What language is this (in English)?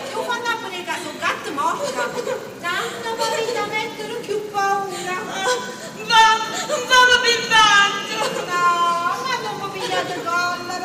Neapolitan